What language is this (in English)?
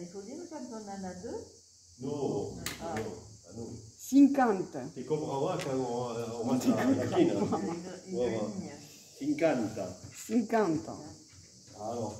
Occitan